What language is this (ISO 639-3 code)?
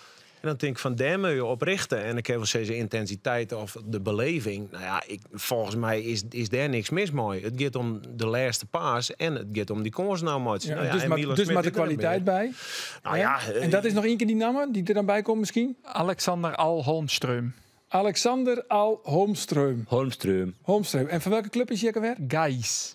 fry